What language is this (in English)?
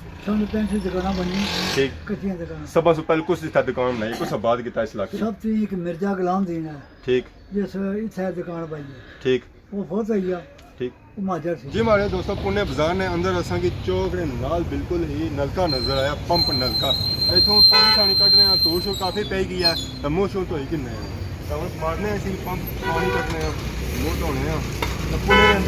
Pahari-Potwari